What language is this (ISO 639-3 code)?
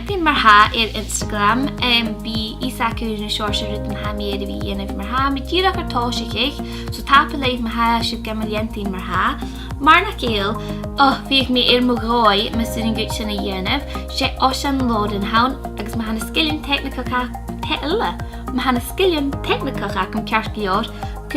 gla